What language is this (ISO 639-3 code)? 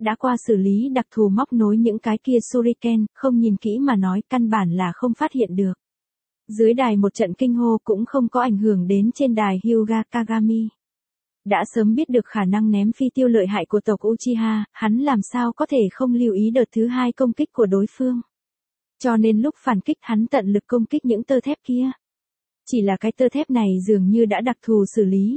vie